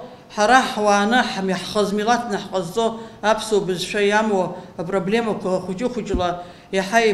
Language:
Abkhazian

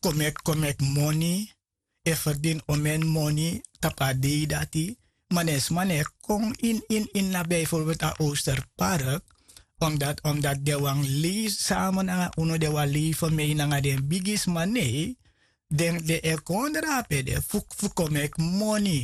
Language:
Sranan Tongo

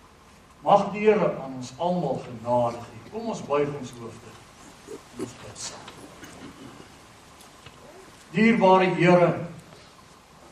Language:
Afrikaans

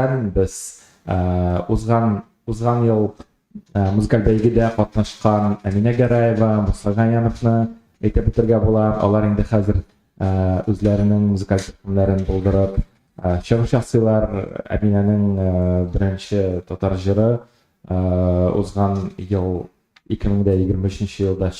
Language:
Tatar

